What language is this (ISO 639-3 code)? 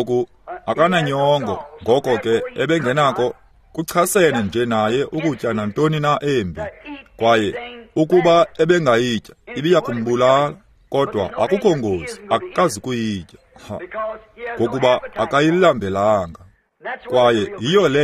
xho